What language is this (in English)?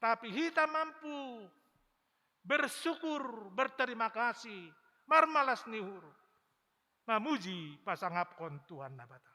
Batak Simalungun